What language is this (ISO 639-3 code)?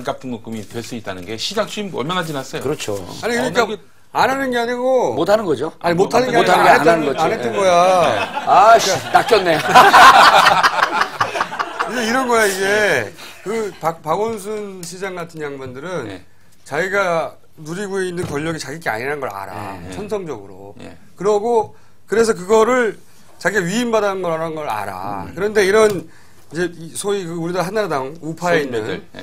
kor